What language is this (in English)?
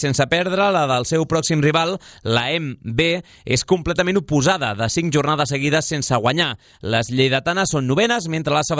Catalan